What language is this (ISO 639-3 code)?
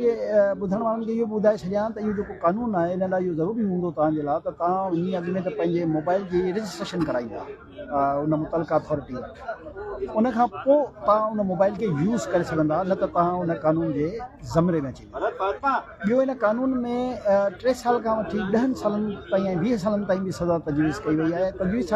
snd